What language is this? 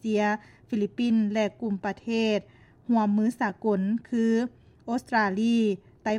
Lao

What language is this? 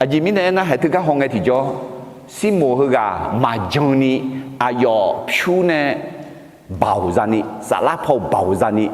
Akha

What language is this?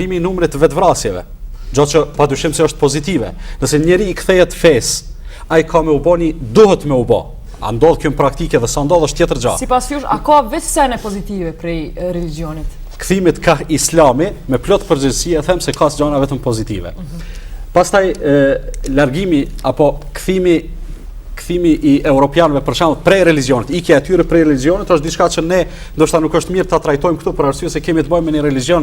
Albanian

